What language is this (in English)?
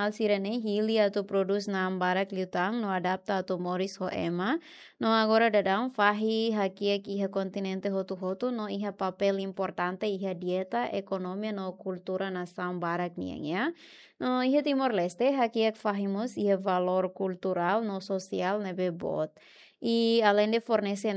Tetum